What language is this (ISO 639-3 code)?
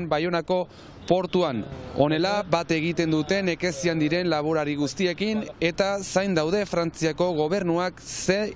eus